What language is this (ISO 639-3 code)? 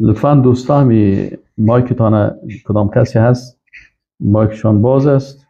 fas